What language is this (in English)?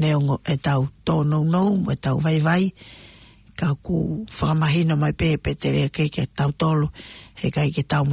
Tongan